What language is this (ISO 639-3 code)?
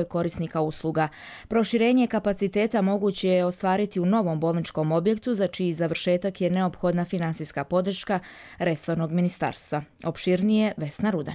srp